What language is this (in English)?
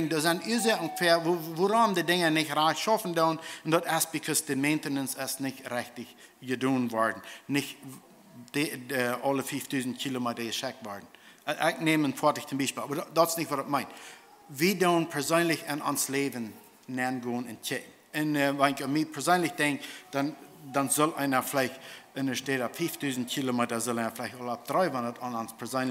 Plautdietsch